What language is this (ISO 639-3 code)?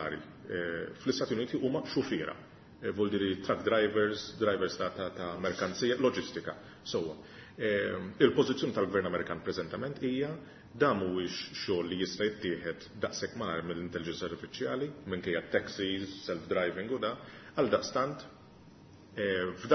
mlt